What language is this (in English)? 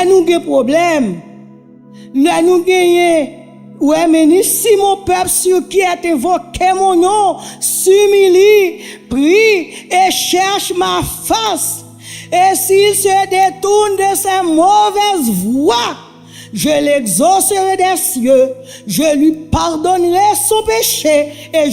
Haitian Creole